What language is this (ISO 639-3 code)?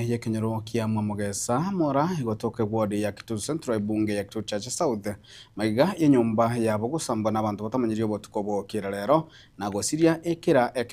guz